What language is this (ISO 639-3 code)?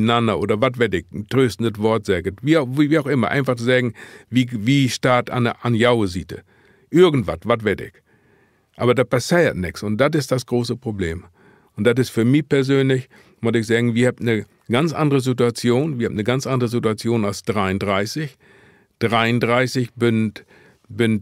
nds